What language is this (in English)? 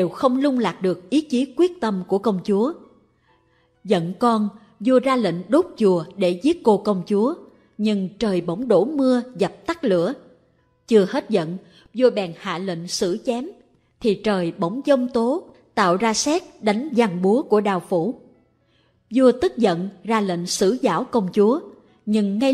Vietnamese